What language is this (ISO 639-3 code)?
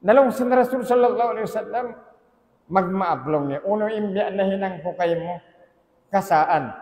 tsg